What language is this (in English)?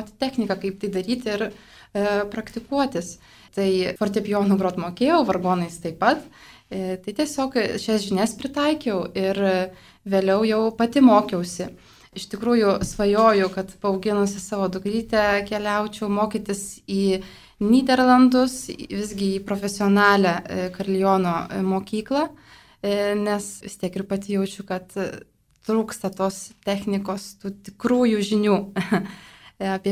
Lithuanian